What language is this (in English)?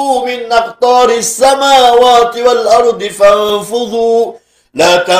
Maranao